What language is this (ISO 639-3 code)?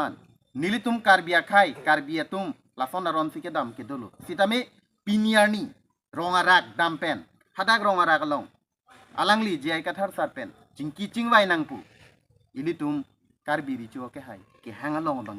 mjw